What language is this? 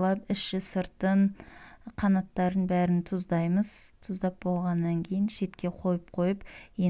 Kazakh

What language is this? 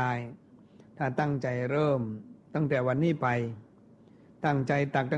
Thai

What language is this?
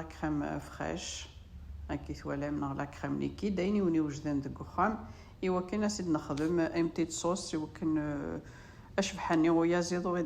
Kabyle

